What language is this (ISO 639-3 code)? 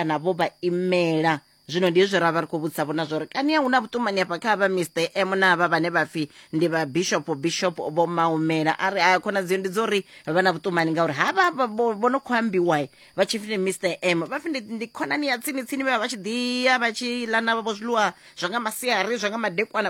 ven